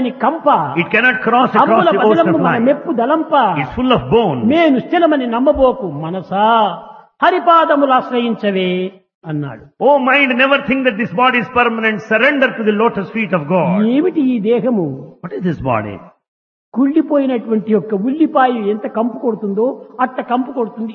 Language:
Telugu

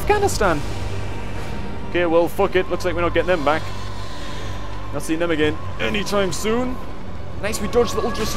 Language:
English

